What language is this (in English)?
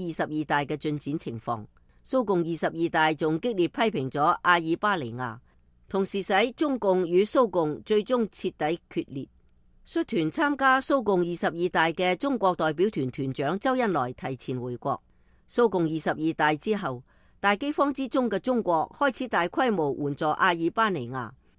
Cantonese